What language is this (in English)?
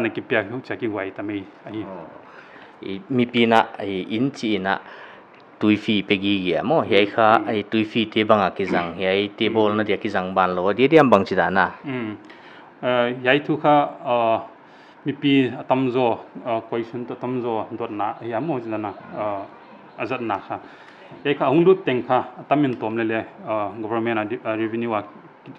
Paite Chin